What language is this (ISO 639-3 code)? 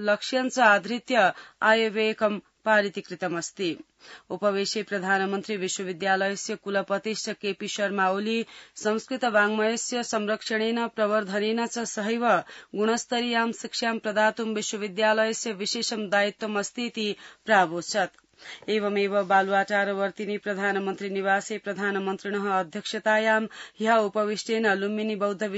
san